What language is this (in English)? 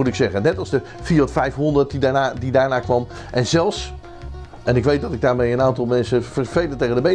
Dutch